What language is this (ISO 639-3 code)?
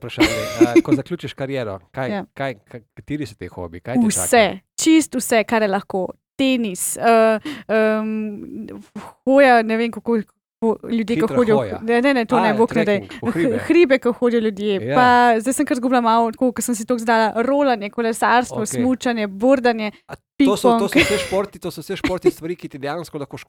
slv